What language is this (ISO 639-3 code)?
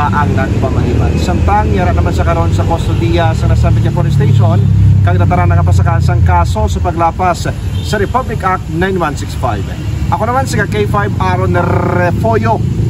hil